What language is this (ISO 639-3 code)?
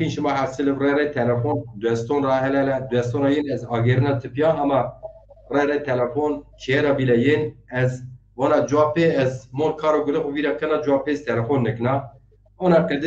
zza